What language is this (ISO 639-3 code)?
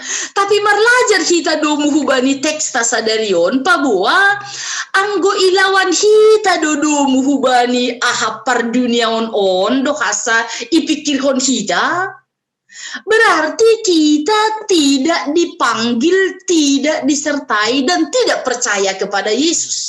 bts